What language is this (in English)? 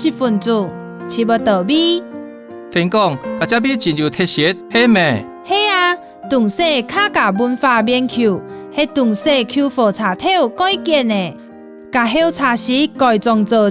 Hakka Chinese